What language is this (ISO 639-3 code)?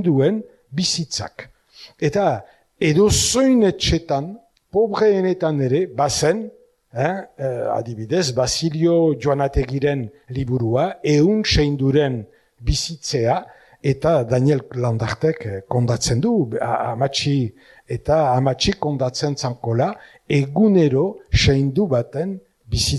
eus